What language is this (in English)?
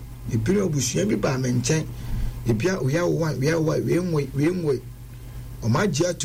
Akan